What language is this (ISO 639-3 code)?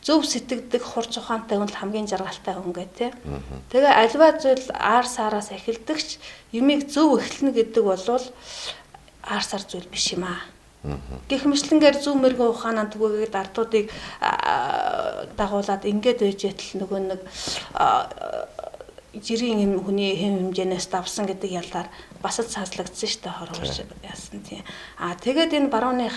mon